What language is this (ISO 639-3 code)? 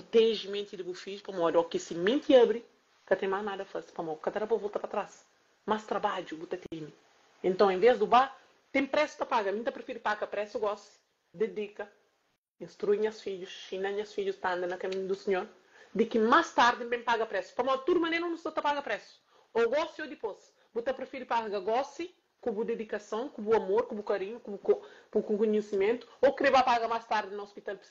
kea